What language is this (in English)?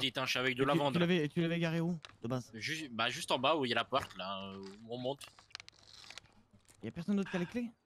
French